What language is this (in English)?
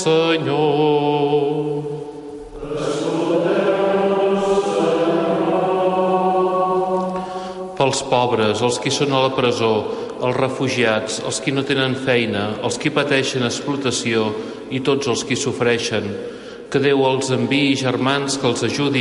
Catalan